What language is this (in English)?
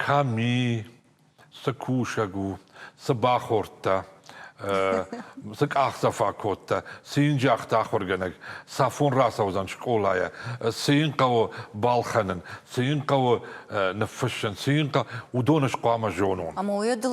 Ossetic